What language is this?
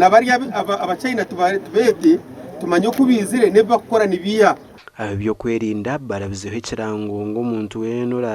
Nyankole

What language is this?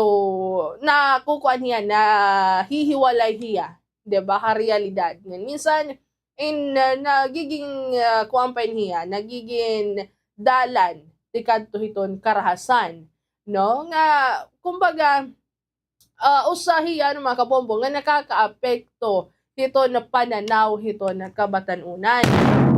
Waray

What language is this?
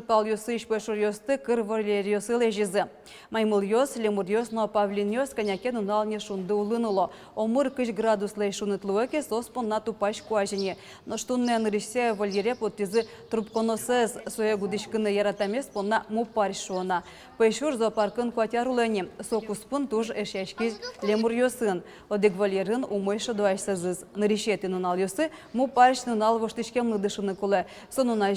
Udmurt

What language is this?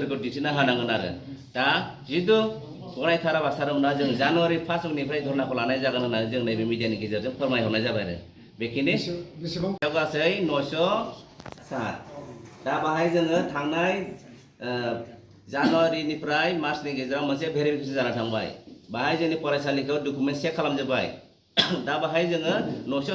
Bodo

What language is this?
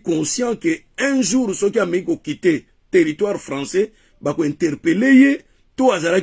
Lingala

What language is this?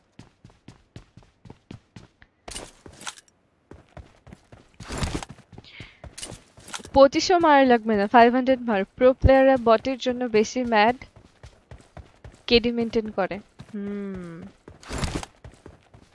Bangla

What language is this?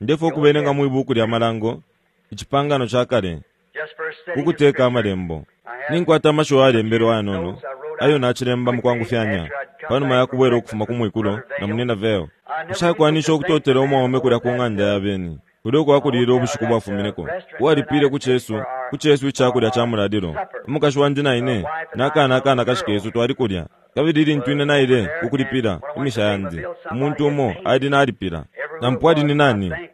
Bemba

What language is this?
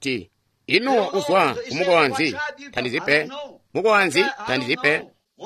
Tonga (Zambia)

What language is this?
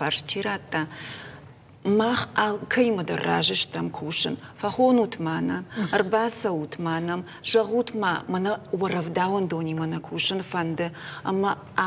Ossetic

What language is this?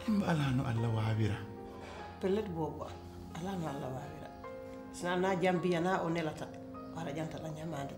Pular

